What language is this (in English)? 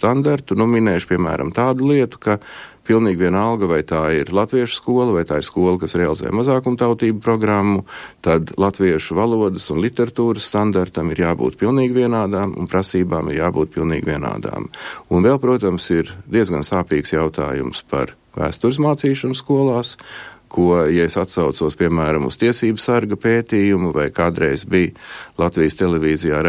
Latvian